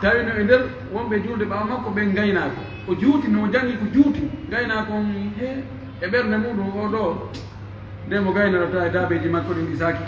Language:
Pular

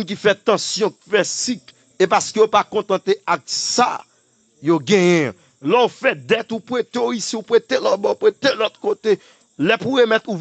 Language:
Haitian Creole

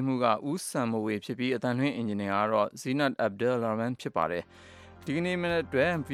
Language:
Burmese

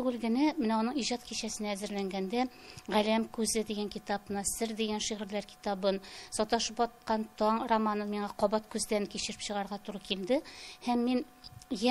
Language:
Tatar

